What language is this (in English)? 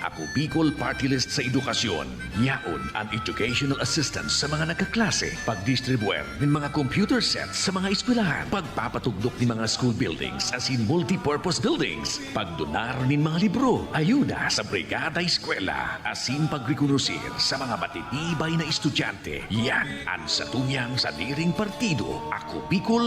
Bikol